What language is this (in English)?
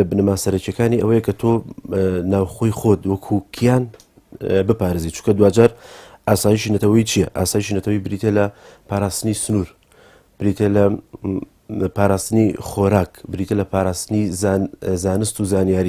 Central Kurdish